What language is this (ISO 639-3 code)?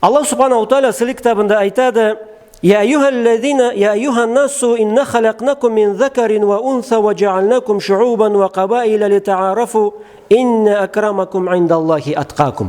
krc